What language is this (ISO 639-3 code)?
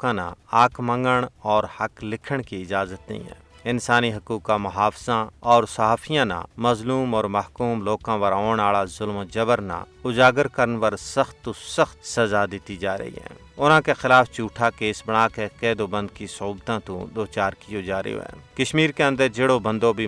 gju